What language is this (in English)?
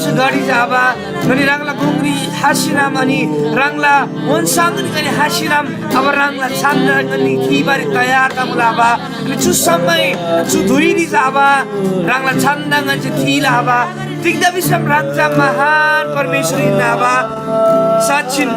Eastern Tamang